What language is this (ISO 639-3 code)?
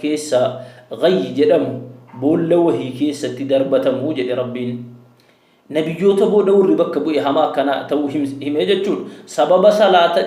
orm